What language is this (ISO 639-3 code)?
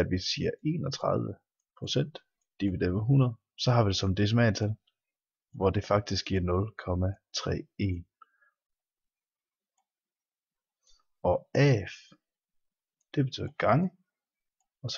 dan